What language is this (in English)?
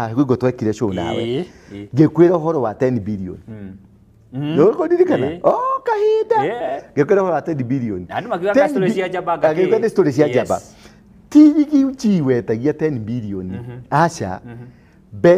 Kikuyu